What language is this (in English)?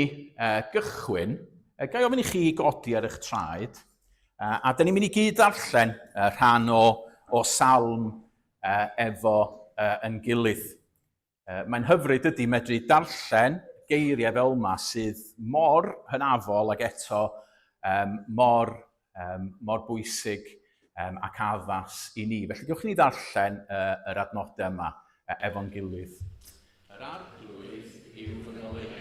Welsh